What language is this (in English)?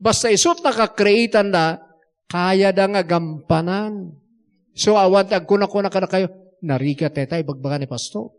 Iloko